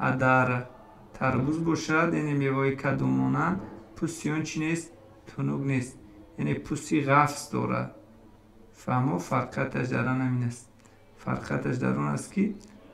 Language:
Tajik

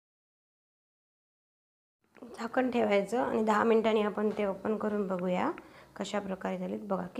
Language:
Marathi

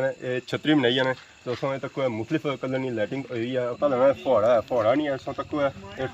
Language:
Pahari-Potwari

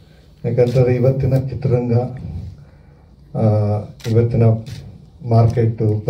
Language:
Kannada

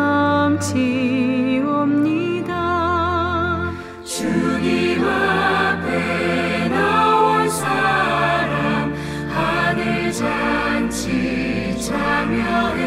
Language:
Korean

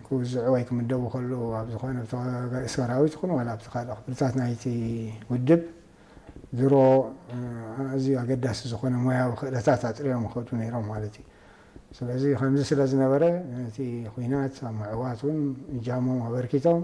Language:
Tigrinya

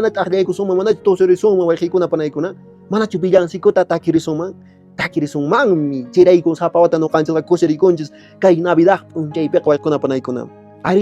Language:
Quechua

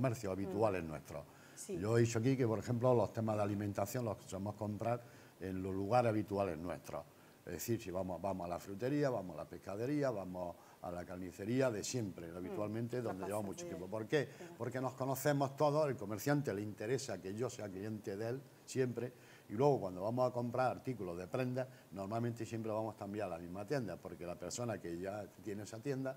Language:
Spanish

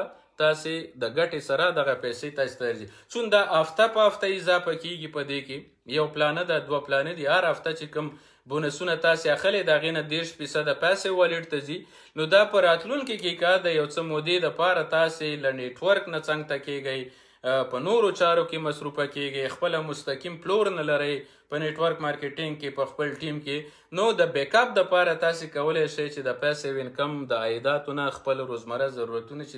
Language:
Pashto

